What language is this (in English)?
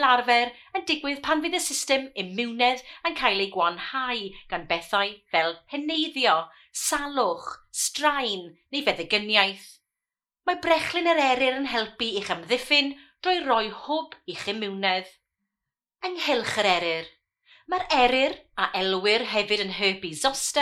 Welsh